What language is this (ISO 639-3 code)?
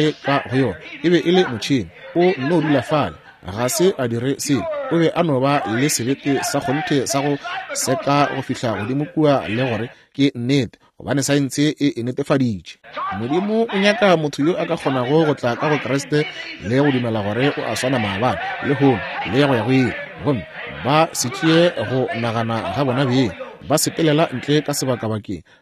nso